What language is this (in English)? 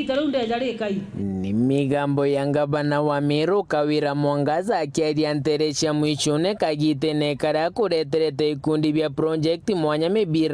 Meru